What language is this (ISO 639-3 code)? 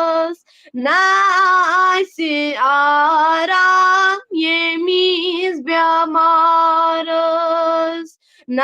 kas